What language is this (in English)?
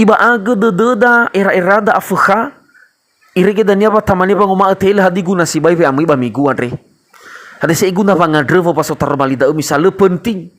Nias